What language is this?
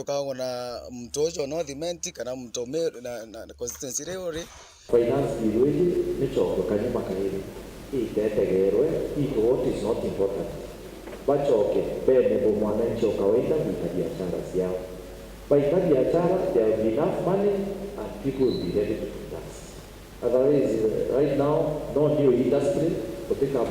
Meru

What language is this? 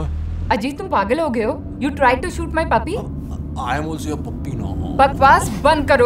Hindi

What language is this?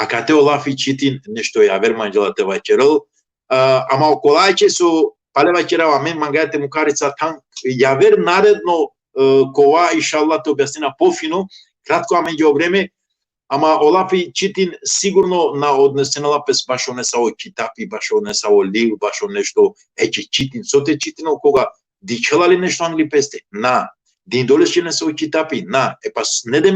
Balkan Romani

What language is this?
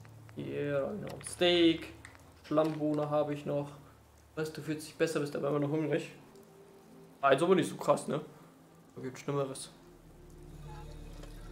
German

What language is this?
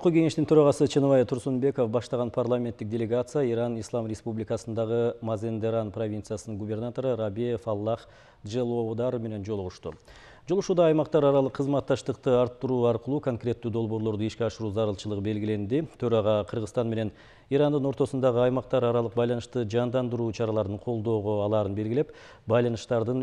Kyrgyz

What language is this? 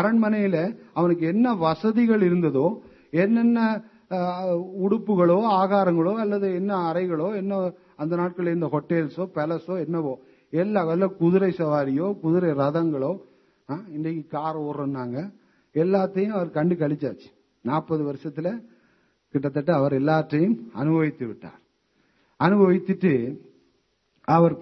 Tamil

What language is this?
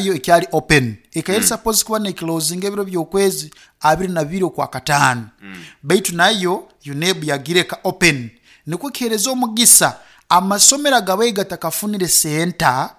Nyankole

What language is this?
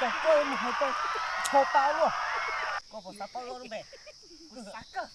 Hmong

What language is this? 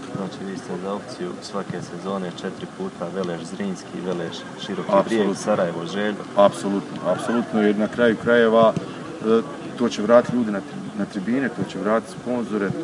Croatian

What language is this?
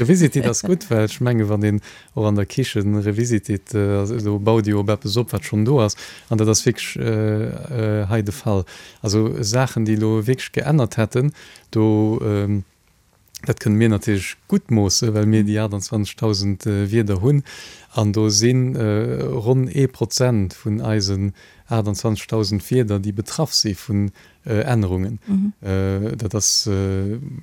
Luxembourgish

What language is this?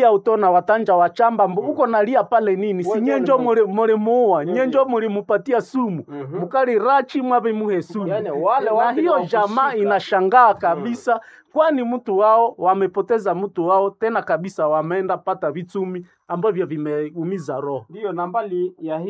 Swahili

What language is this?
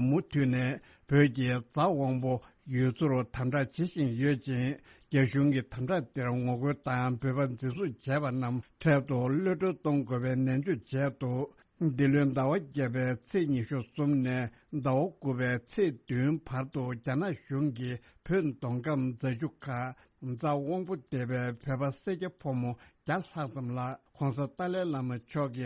Tibetan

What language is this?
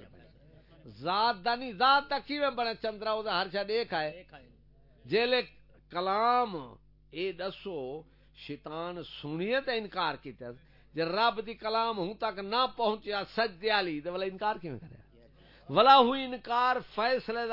Saraiki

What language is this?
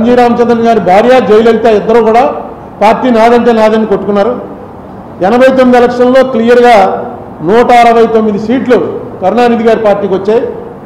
Telugu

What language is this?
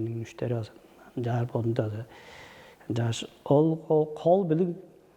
Tuvinian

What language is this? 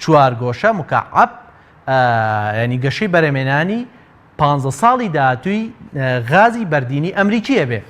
Central Kurdish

